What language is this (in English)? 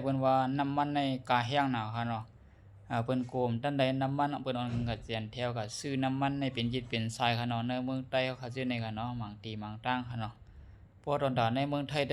Shan